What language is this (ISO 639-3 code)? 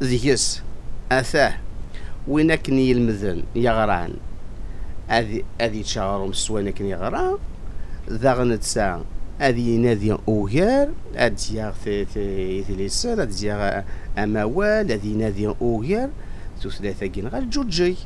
kab